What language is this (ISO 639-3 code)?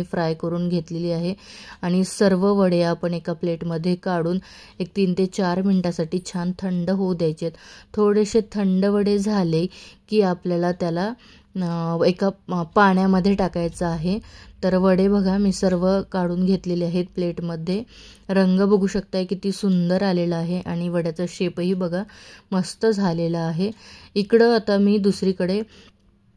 mar